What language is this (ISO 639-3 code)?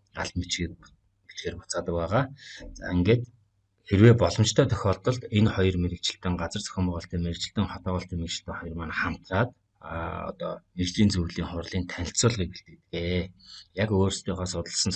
mon